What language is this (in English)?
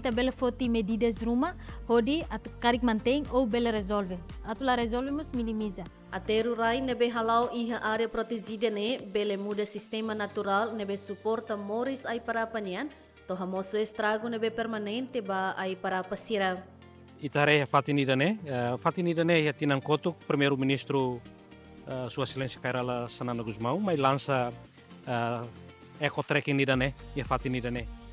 Tetum